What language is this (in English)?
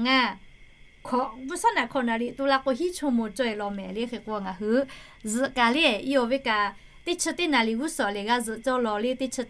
Lahu